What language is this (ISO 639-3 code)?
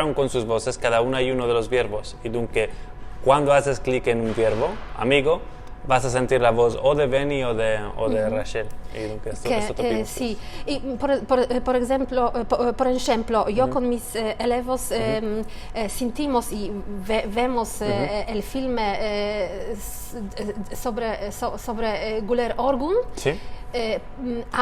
lad